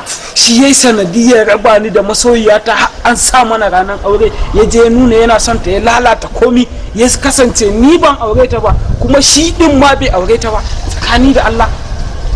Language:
Hausa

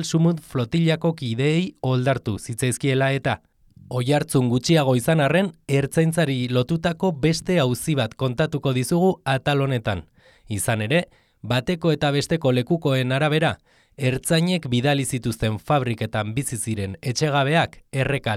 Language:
Basque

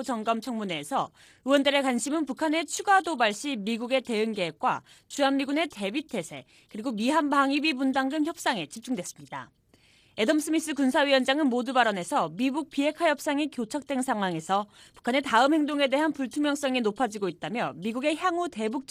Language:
Korean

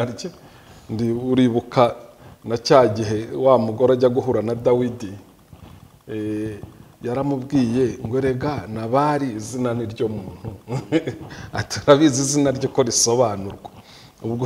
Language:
Kinyarwanda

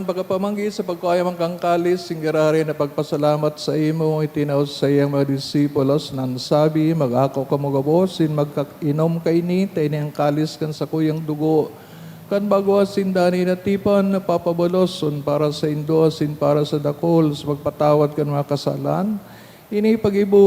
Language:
Bikol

